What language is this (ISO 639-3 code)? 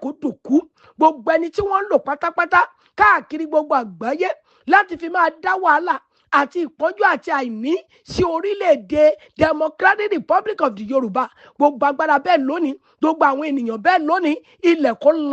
yor